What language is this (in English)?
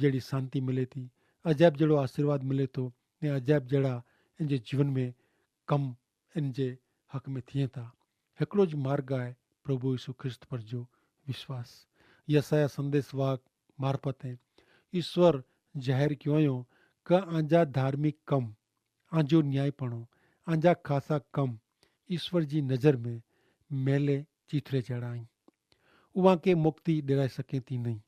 Kachhi